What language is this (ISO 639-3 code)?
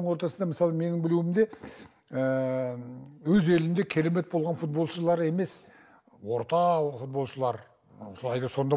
kaz